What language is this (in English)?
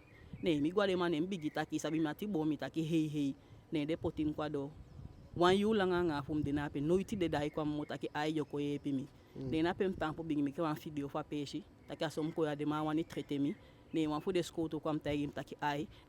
Eastern Maroon Creole